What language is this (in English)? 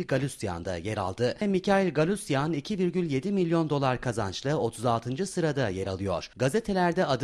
Turkish